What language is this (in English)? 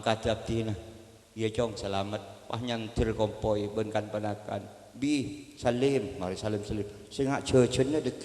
Madurese